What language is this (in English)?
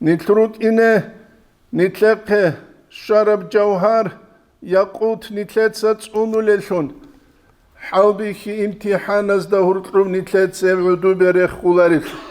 Avaric